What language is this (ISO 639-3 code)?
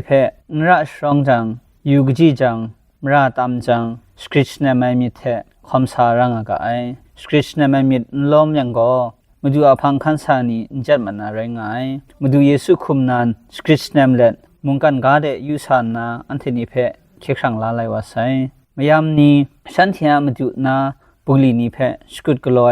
kac